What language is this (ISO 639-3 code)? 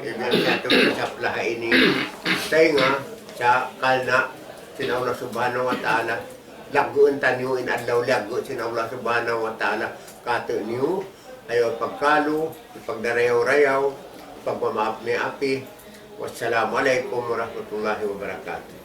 tsg